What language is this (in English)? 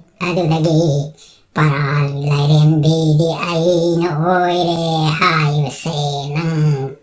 Manipuri